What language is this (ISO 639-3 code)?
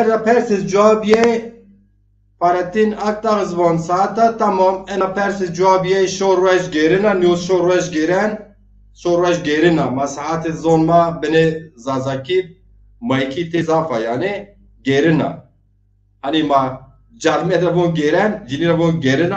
zza